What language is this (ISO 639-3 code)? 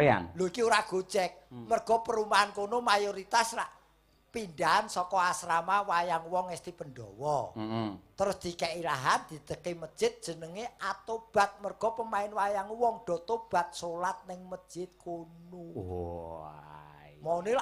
jav